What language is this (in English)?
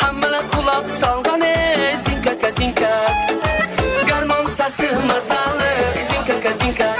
Kara-Kalpak